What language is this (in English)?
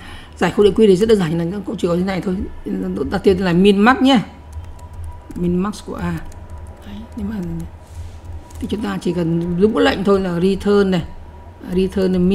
Vietnamese